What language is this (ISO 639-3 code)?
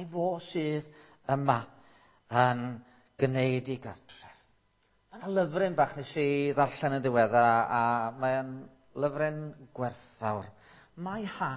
cym